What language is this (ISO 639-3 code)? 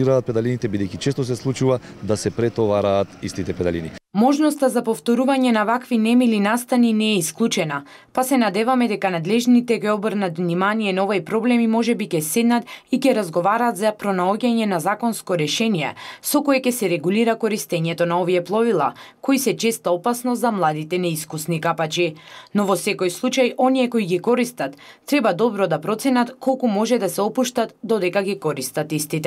mkd